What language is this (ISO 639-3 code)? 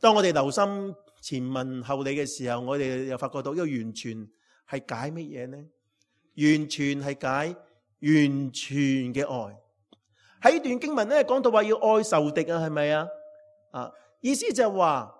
yue